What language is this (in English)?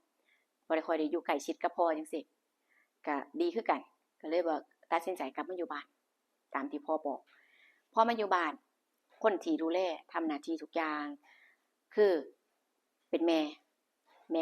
Northeastern Thai